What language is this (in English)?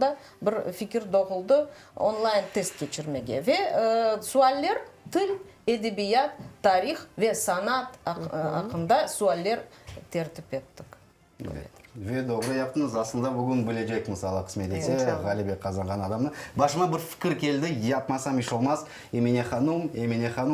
Crimean Tatar